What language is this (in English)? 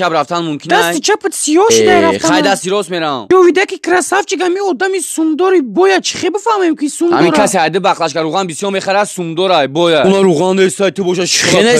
Tajik